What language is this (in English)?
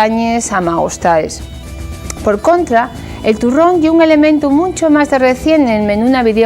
Asturian